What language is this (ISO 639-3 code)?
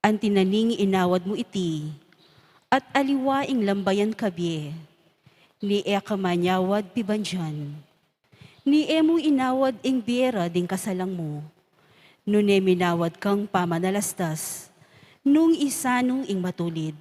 pam